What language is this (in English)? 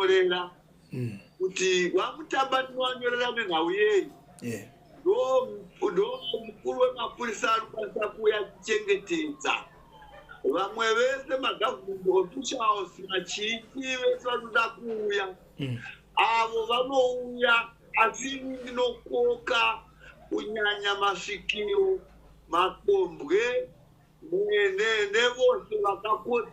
Shona